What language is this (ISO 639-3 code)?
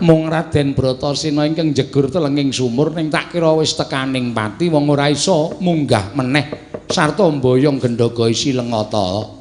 jav